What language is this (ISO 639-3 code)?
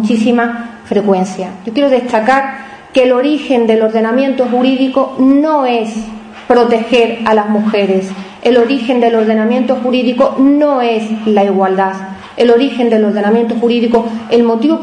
spa